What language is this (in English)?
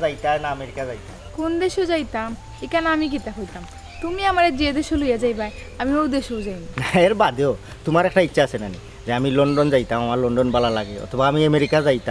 Sylheti